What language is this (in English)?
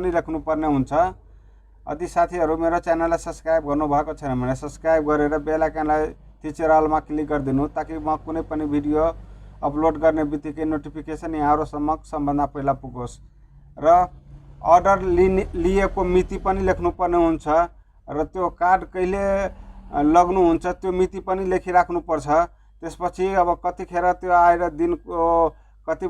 Nepali